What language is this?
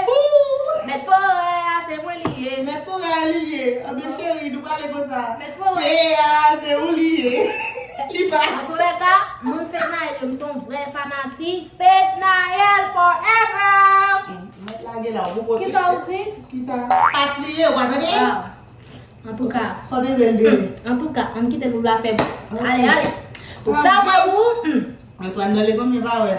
Haitian Creole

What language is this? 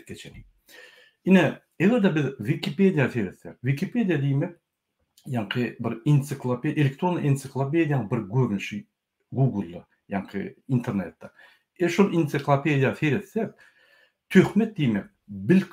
Turkmen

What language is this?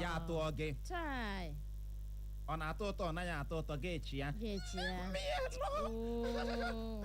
Igbo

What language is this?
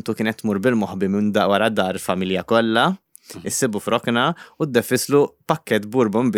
Maltese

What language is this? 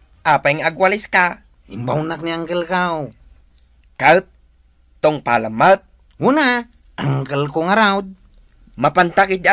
Iloko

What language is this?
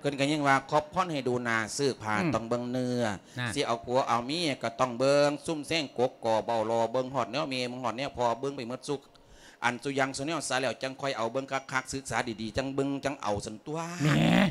Lao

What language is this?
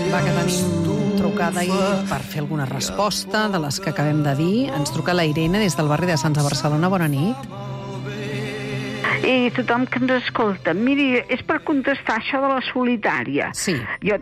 Catalan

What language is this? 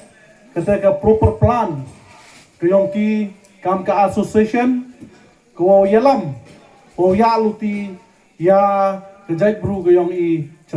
Pnar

